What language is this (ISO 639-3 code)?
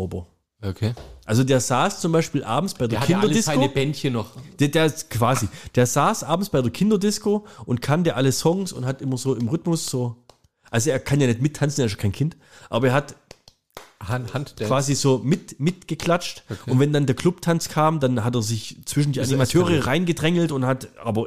deu